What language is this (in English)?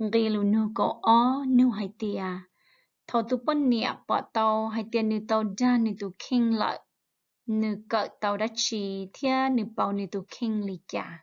Hmong